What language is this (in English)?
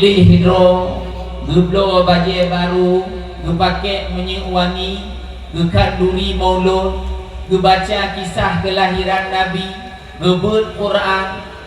Achinese